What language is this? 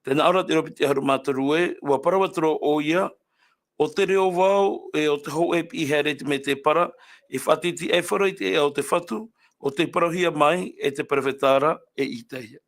Tahitian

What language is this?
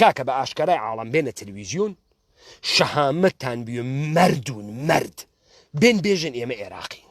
Central Kurdish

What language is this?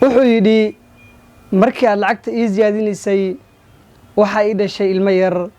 Somali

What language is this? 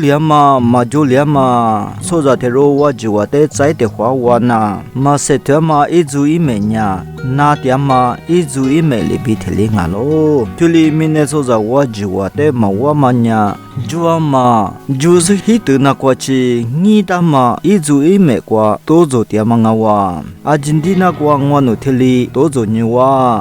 Lisu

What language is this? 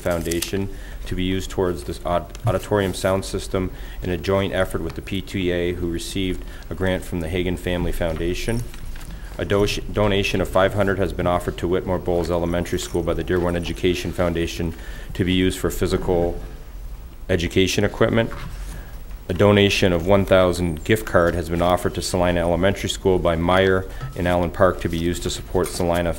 English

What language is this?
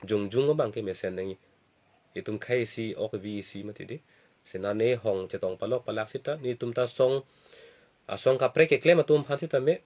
Karbi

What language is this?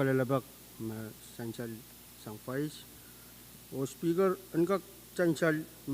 Pohnpeian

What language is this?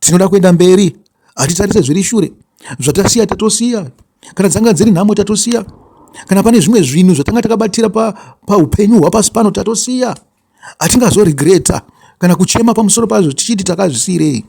Shona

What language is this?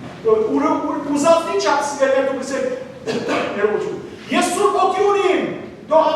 Western Armenian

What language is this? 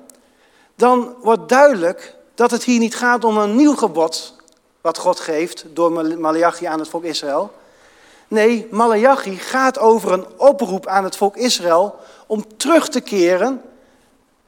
Dutch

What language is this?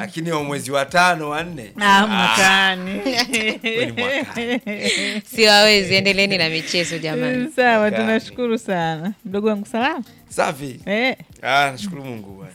Swahili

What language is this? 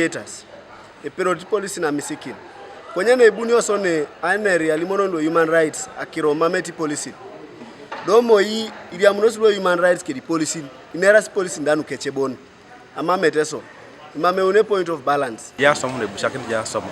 Teso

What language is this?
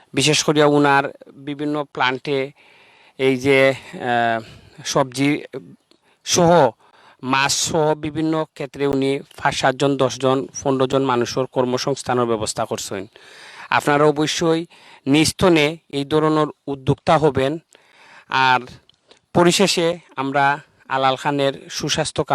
Sylheti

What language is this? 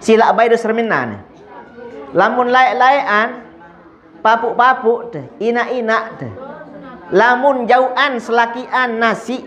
Sasak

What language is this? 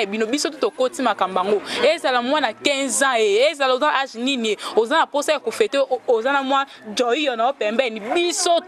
Lingala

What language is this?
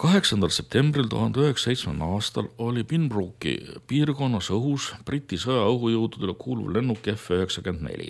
Estonian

